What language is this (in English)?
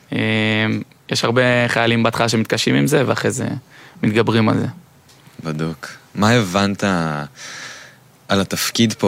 Hebrew